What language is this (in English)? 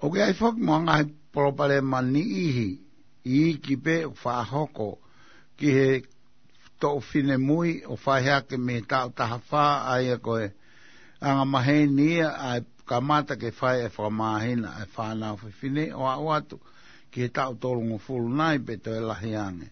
Tongan